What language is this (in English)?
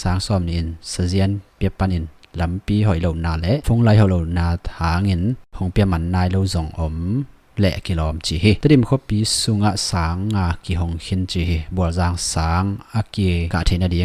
Tedim Chin